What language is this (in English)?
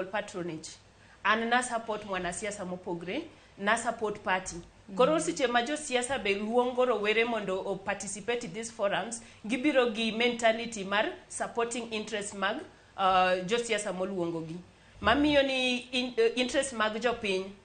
Luo (Kenya and Tanzania)